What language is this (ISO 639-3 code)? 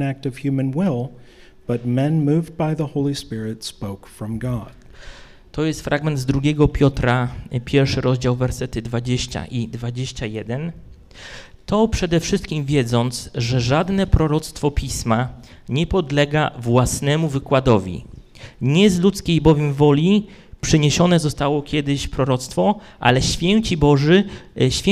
pol